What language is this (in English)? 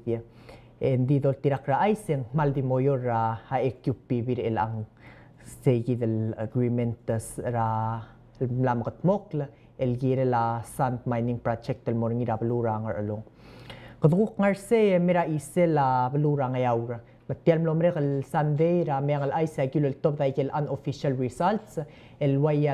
Palauan